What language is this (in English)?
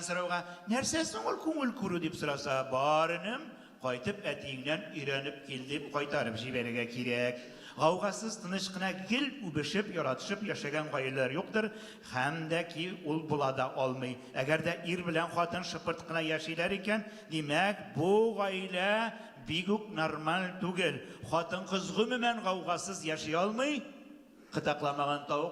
Tatar